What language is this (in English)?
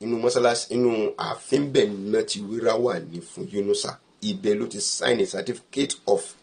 Yoruba